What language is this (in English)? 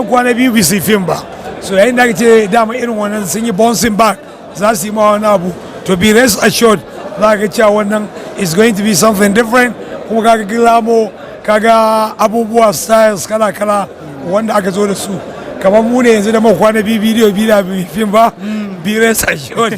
Hausa